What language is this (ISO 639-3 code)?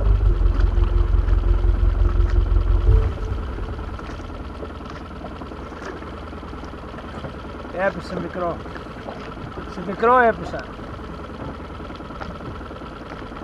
ell